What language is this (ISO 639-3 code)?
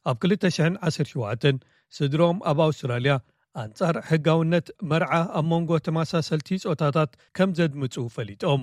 tir